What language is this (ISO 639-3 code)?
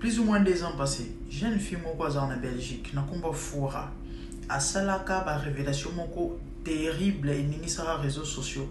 lin